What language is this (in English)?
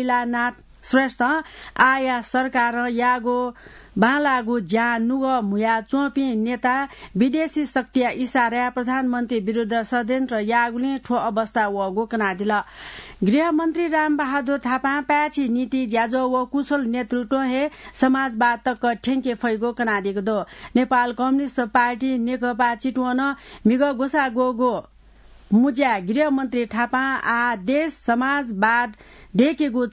Newari